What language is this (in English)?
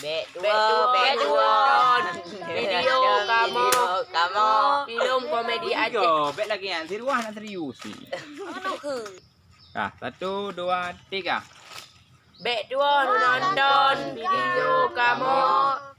Achinese